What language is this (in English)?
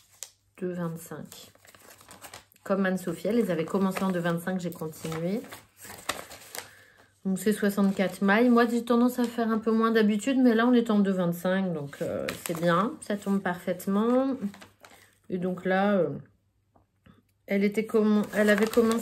French